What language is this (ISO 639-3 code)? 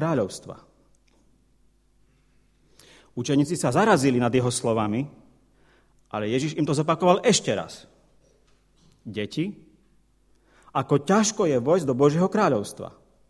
slk